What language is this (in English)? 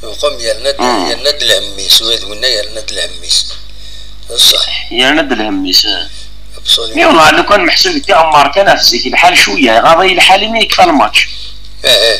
Kabyle